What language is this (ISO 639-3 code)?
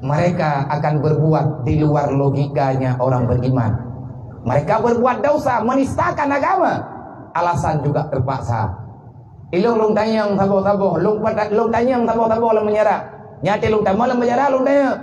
ace